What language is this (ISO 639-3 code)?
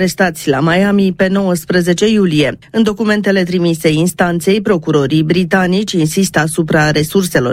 ron